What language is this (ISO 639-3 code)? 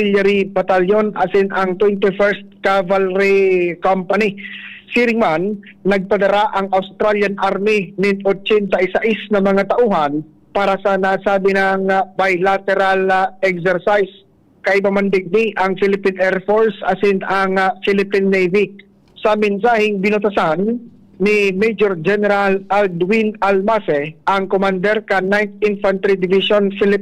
bik